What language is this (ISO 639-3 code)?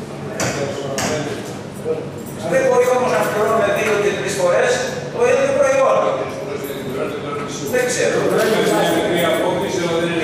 ell